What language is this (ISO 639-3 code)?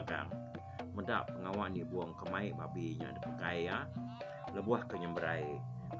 iba